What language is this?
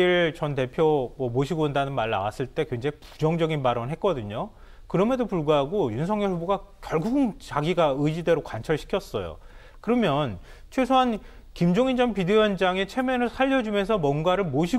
Korean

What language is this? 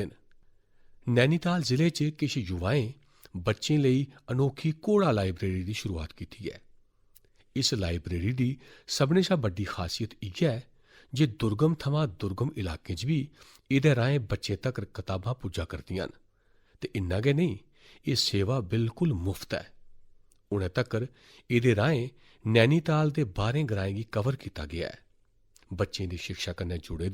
Dogri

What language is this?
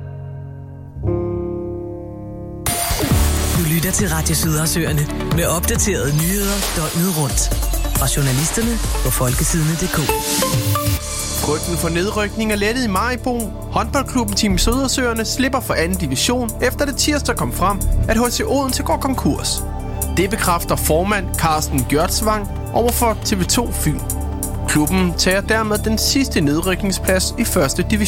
Danish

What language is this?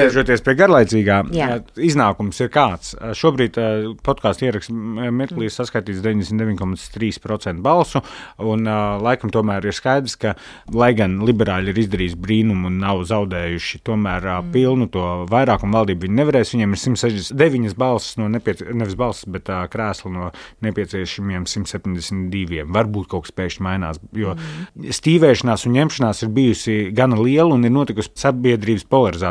Latvian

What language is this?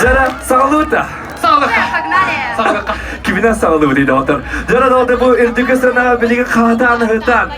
Yakut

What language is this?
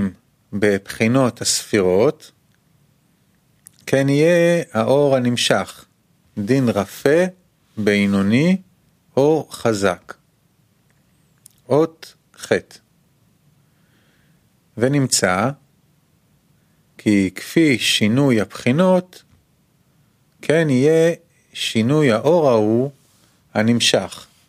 Hebrew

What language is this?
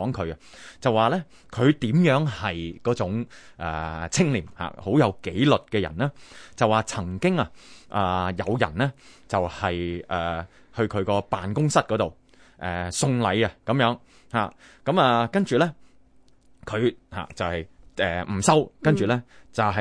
Cantonese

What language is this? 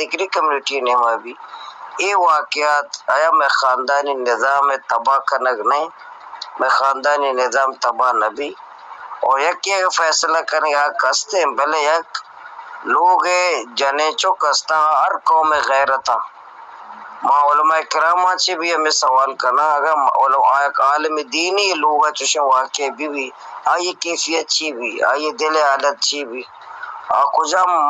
Baluchi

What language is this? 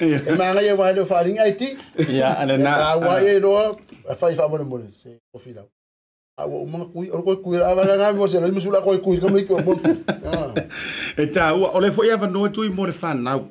Samoan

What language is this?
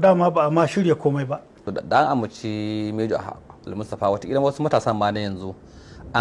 Hausa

